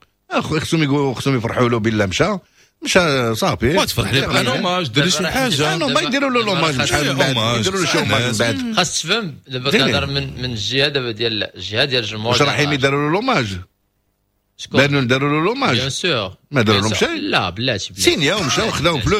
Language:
Moroccan Arabic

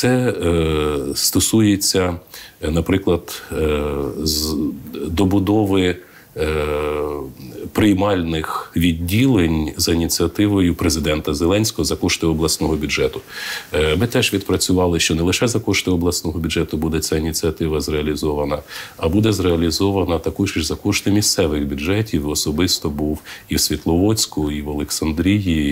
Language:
Ukrainian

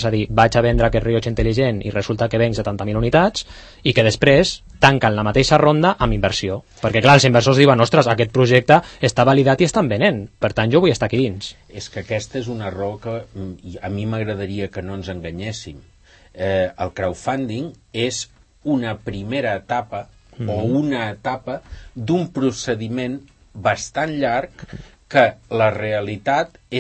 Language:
Catalan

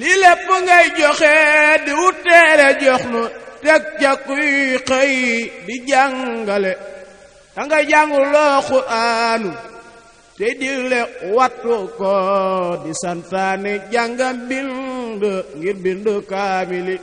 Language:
Wolof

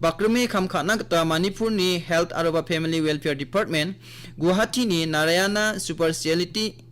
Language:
Garo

